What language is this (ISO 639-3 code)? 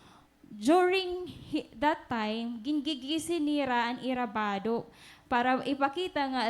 war